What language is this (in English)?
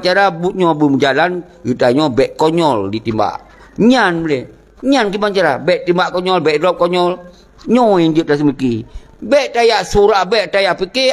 Achinese